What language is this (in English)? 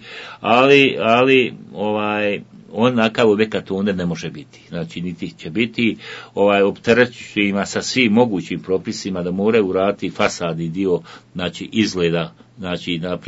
Bosnian